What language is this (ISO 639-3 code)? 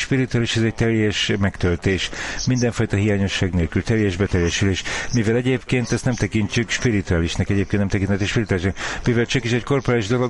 hun